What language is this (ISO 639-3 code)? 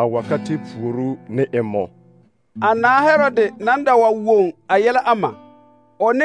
dga